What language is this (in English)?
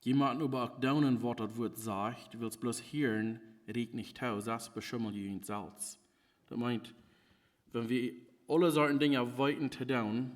Plautdietsch